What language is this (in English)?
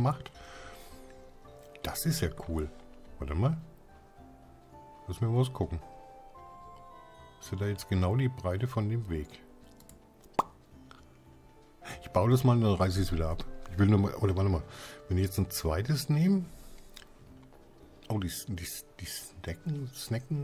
German